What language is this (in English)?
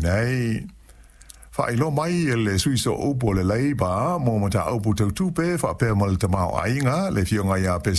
Samoan